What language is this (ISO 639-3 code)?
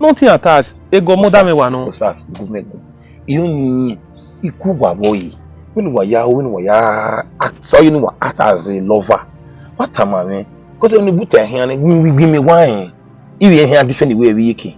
bin